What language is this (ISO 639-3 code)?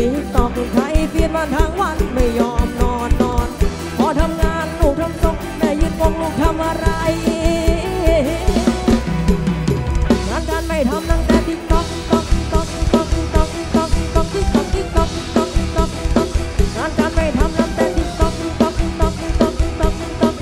tha